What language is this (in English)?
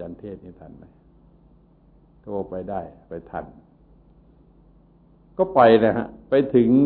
Thai